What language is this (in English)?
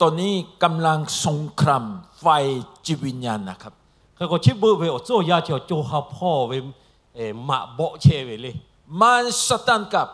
Lahu